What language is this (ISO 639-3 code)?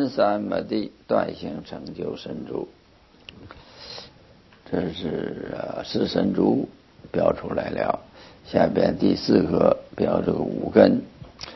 zho